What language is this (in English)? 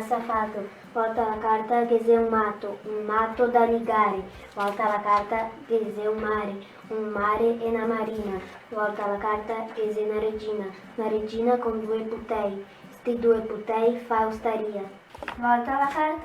Venetian